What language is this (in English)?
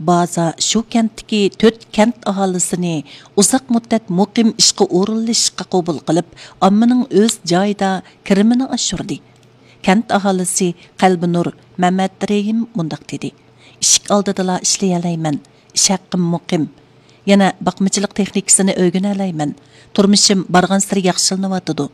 Uyghur